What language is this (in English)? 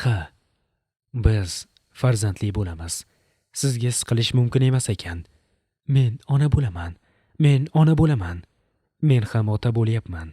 Uzbek